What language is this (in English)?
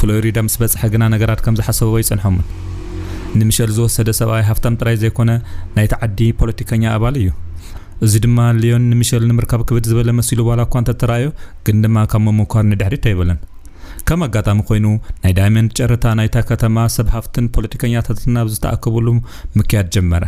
Tigrinya